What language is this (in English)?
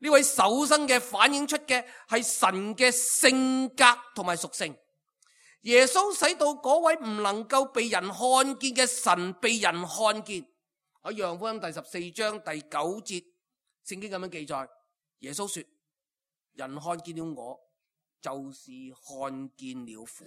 Cantonese